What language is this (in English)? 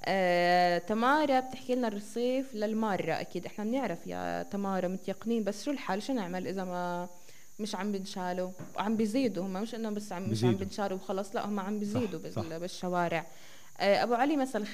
North Levantine Arabic